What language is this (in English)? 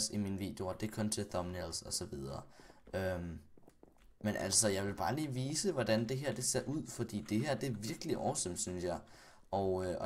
Danish